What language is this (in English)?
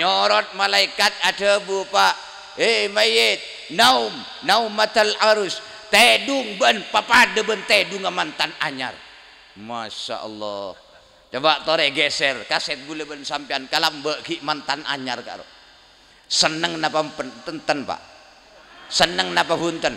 Madurese